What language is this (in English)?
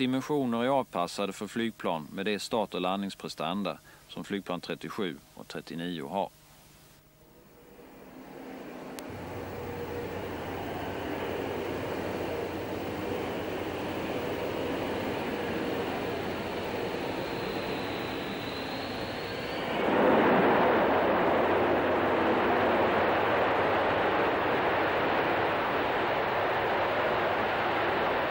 Swedish